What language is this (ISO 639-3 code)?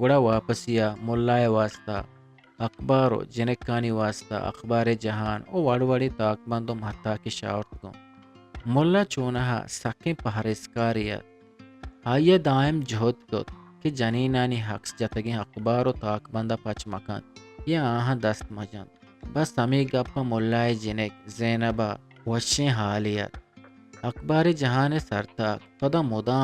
bgp